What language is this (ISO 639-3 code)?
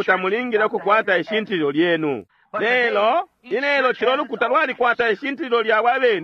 bem